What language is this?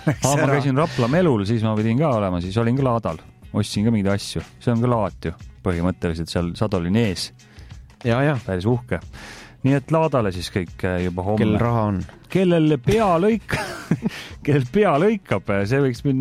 Estonian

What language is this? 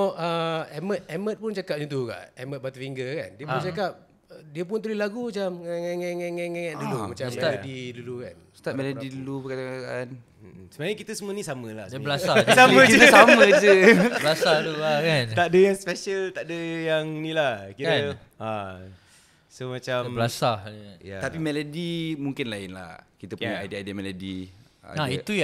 Malay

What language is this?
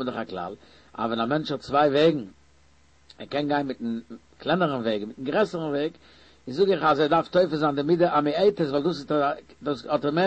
Yiddish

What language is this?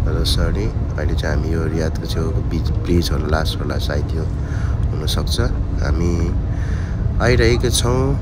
Nepali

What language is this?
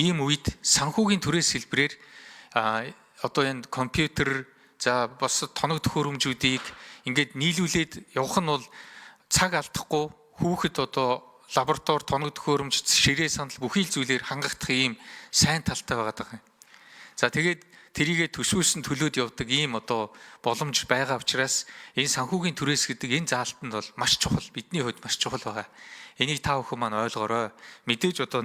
Mongolian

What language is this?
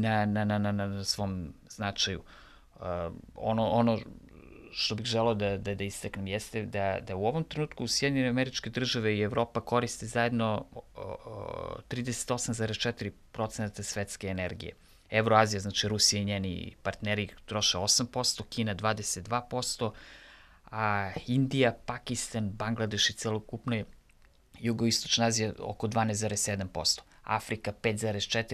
Serbian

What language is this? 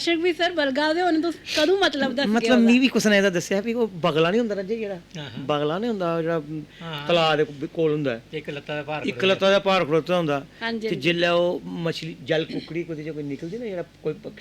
Dogri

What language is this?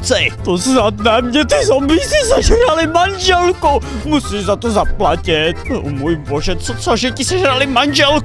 Czech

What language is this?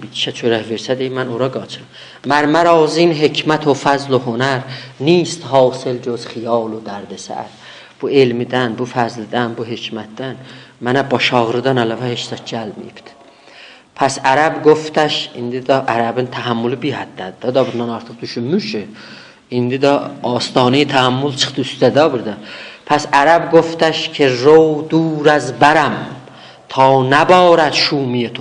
South Azerbaijani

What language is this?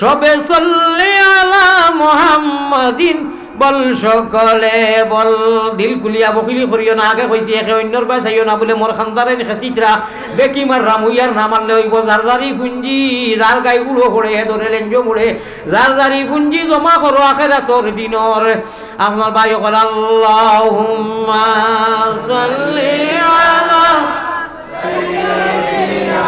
Sylheti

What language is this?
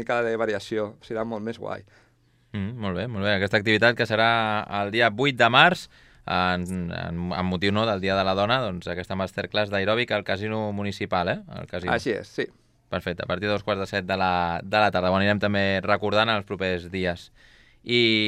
Catalan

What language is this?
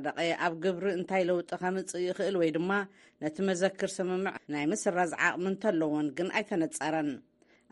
Tigrinya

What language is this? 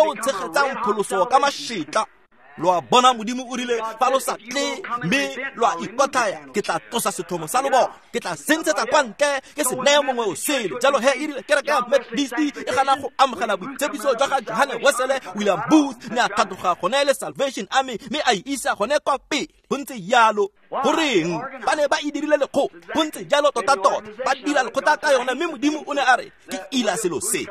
Tswana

